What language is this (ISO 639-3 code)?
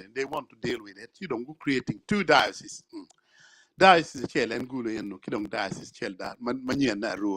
ach